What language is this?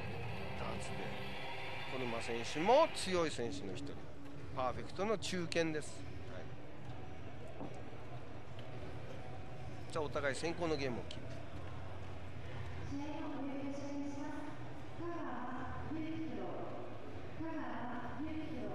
Japanese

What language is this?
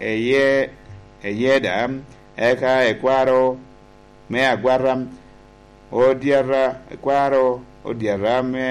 Lango (Uganda)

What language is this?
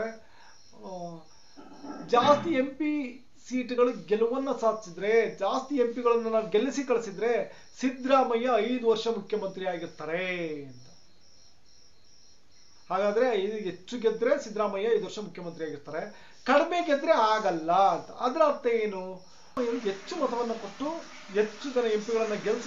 Kannada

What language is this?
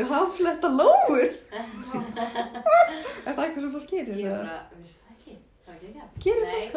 Icelandic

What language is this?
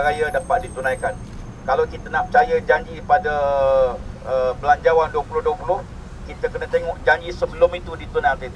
Malay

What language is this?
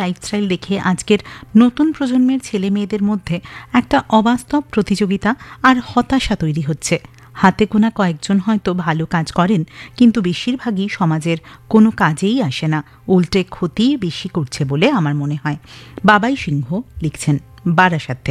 Bangla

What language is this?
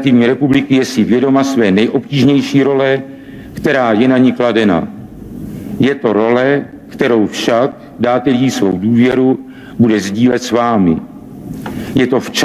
Czech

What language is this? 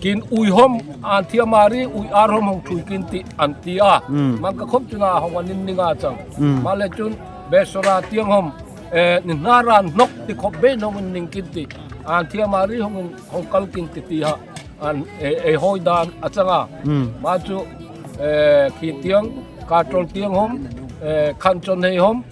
Darlong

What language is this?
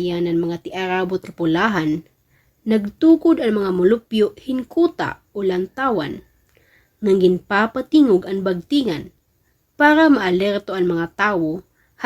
Waray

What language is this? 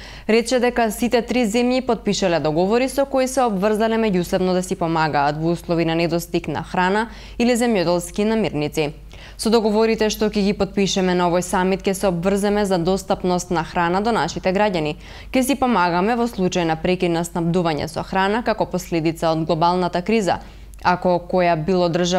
Macedonian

